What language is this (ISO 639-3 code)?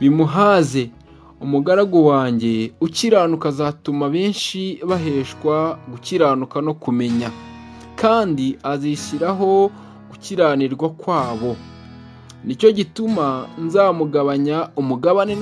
kin